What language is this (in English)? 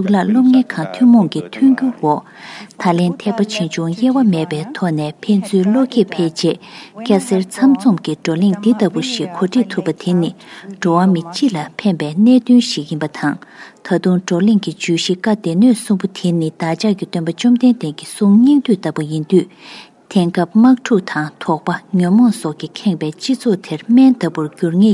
Tibetan